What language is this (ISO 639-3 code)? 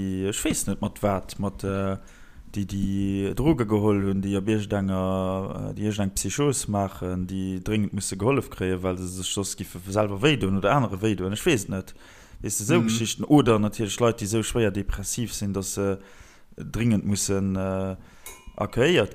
ltz